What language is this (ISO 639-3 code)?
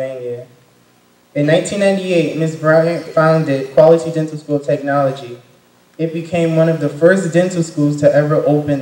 eng